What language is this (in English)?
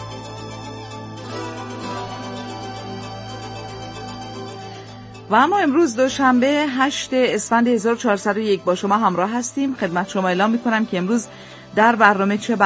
Persian